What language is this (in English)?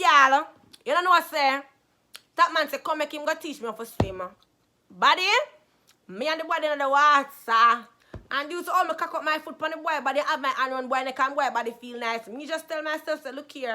Jamaican Creole English